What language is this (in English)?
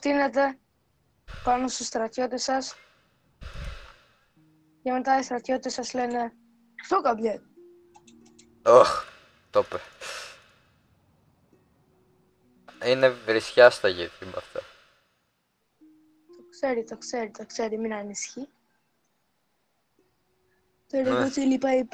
Greek